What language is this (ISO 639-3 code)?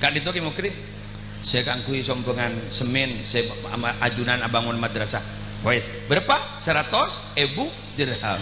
mad